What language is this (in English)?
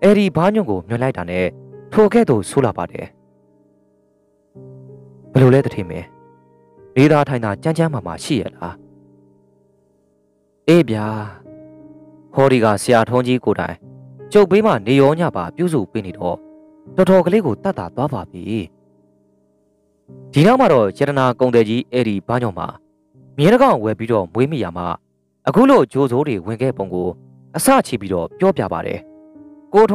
Burmese